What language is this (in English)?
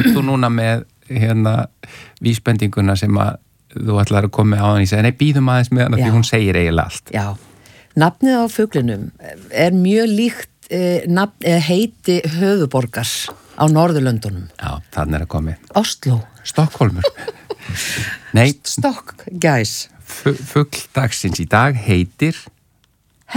Icelandic